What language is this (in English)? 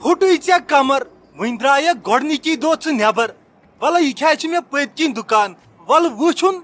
Kashmiri